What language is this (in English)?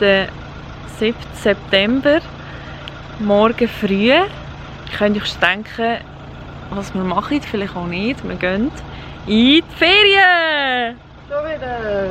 Swiss German